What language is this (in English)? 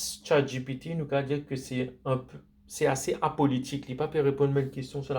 Morisyen